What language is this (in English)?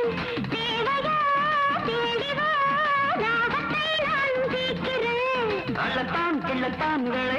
Tamil